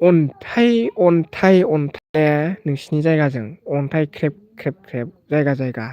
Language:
Bodo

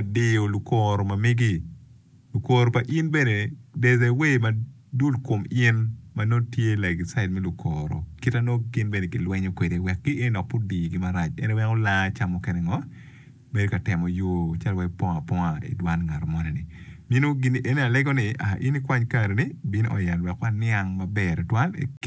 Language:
Acoli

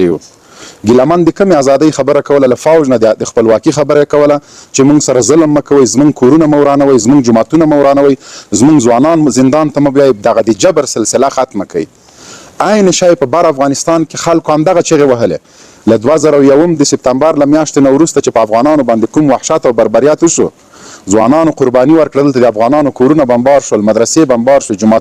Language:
Pashto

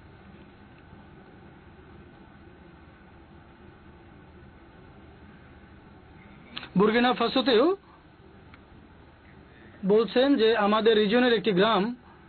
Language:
Bangla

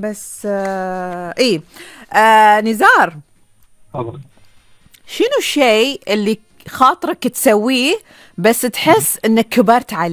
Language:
Gulf Arabic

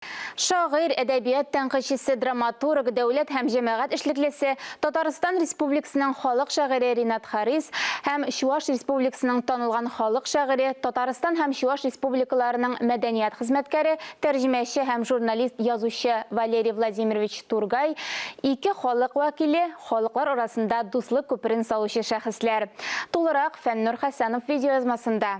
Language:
Tatar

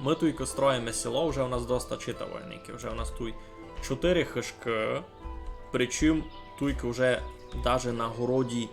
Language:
Rusyn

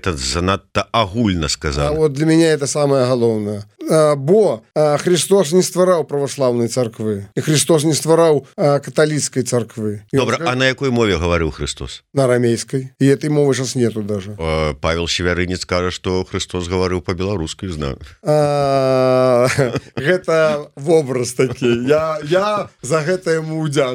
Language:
Belarusian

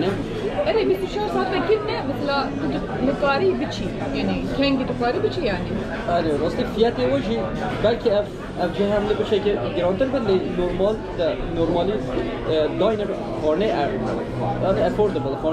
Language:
Kurdish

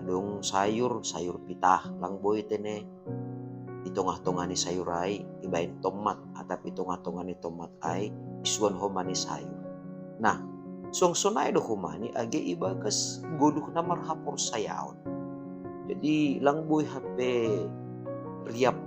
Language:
Batak Simalungun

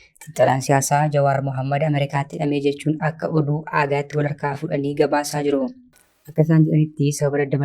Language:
Oromo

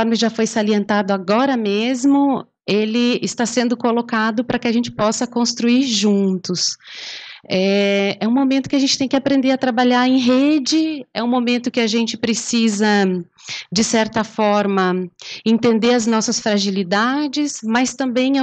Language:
Portuguese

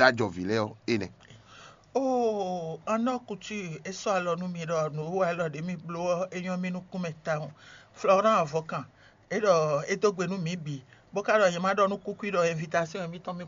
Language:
Fon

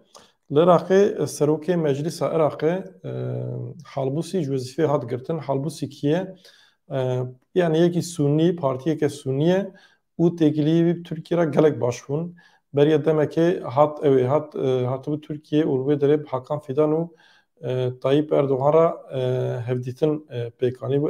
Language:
Kurdish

